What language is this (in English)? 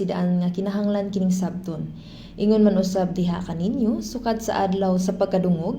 Cebuano